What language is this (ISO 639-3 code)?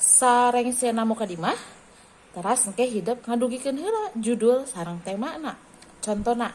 sun